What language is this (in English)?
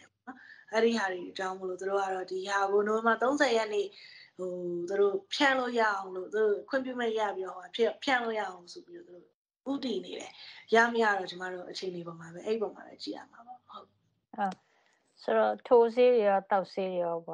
Burmese